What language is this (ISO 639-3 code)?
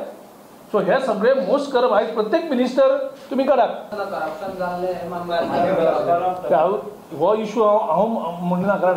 kok